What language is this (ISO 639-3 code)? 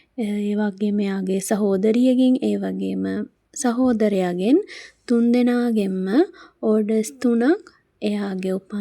sin